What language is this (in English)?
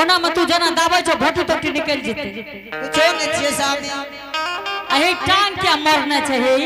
Angika